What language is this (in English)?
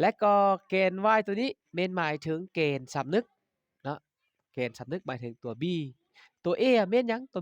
Lao